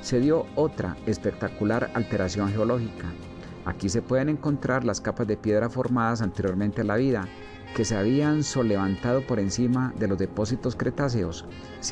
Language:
Spanish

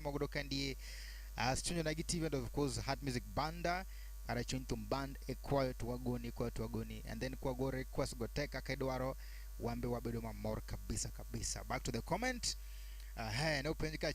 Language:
Luo (Kenya and Tanzania)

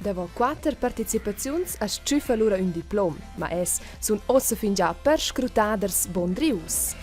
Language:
Romansh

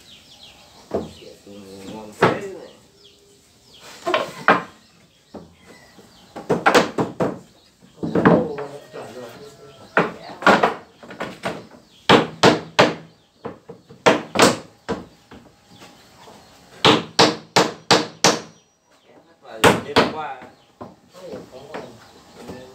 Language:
Vietnamese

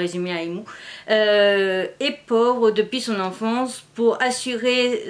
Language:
French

